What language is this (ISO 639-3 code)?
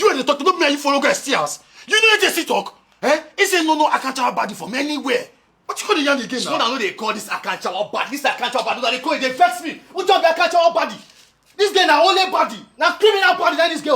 pcm